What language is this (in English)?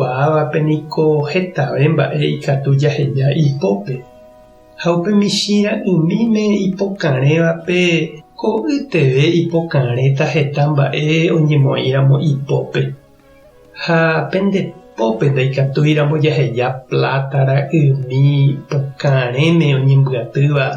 Guarani